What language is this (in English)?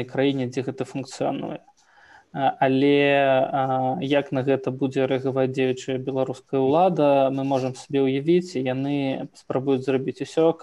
Belarusian